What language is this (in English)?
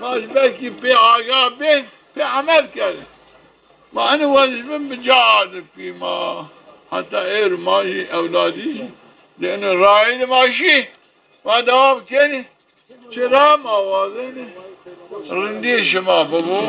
Zaza